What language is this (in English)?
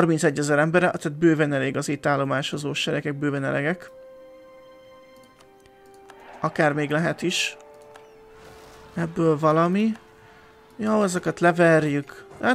Hungarian